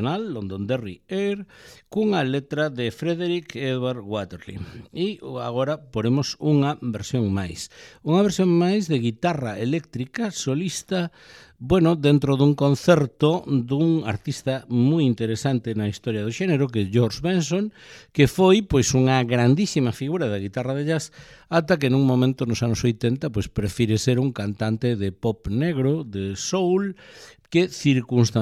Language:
Galician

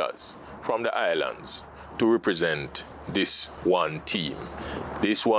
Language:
Jamaican Creole English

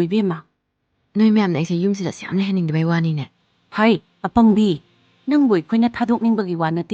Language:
Manipuri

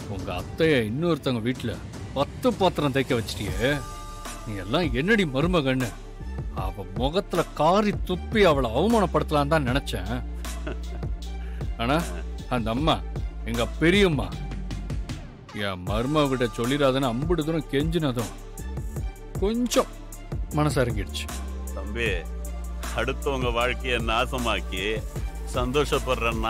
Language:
Tamil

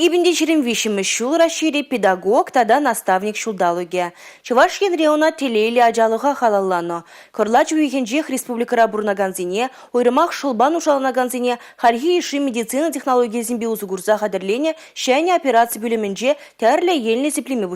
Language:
Chuvash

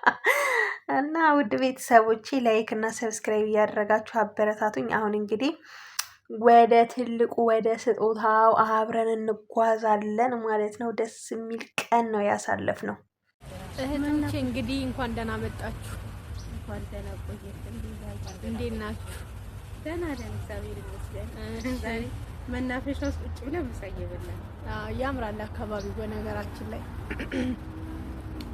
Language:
Amharic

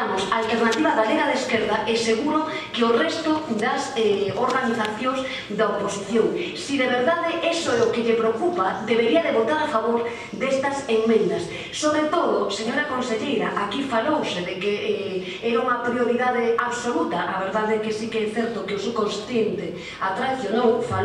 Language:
Galician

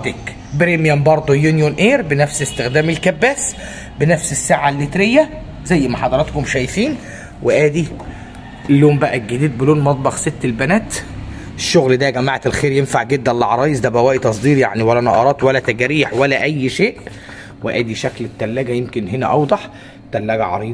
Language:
Egyptian Arabic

